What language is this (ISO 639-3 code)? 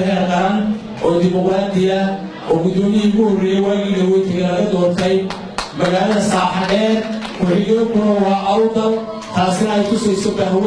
som